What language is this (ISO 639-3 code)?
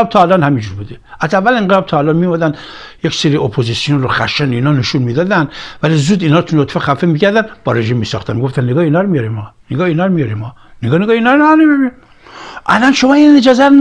fas